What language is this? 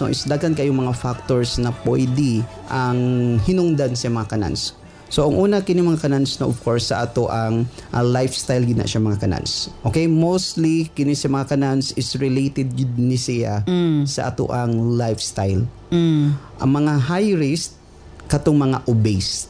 Cebuano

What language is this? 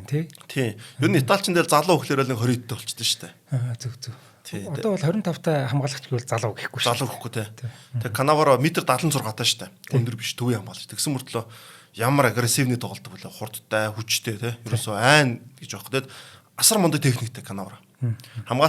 Mongolian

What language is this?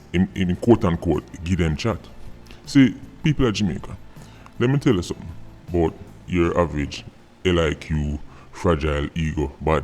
Jamaican Creole English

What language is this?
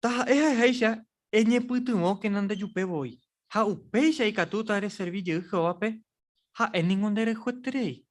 Guarani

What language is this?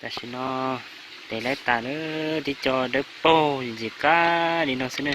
Hmong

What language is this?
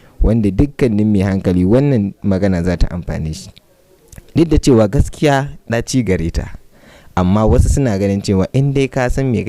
Hausa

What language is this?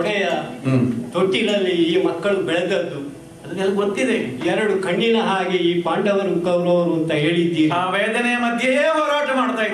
Kannada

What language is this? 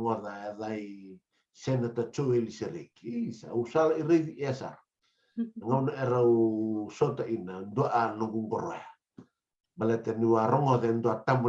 Fijian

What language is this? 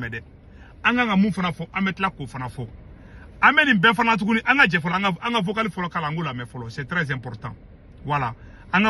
Bambara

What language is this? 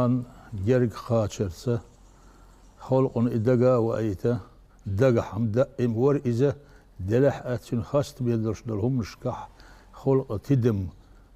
Chechen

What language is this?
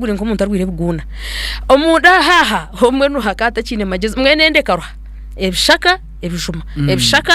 Nyankole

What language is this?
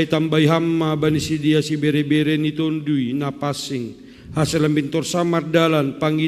Batak Simalungun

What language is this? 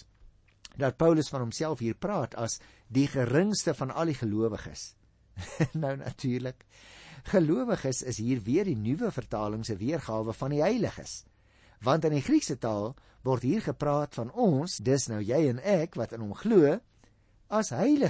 Afrikaans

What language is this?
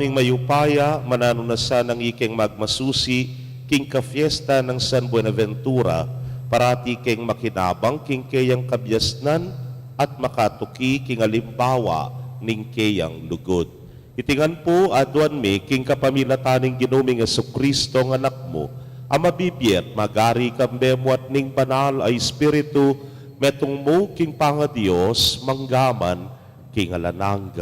Pampanga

